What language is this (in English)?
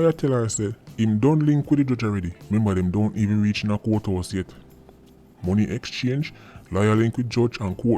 Jamaican Creole English